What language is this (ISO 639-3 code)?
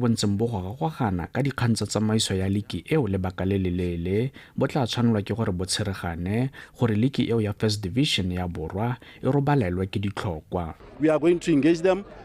tsn